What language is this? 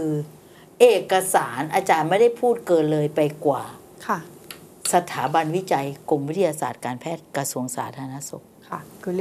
Thai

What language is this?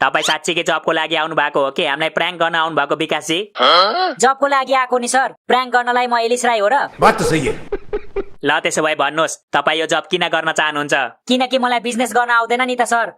Nepali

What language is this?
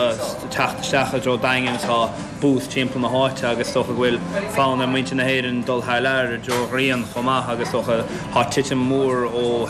Irish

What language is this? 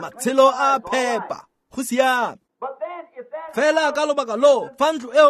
Tswana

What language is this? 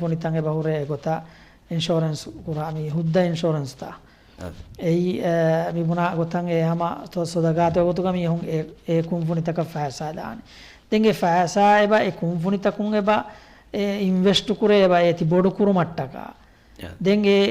Divehi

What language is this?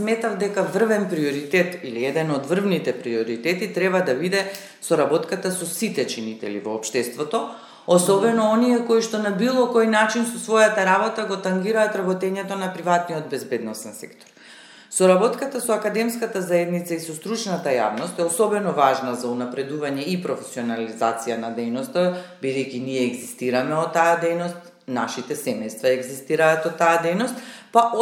Macedonian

